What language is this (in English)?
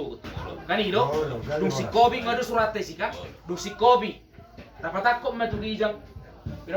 Batak Toba